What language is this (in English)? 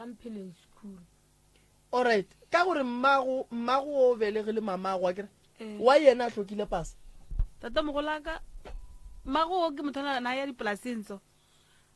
Northern Sotho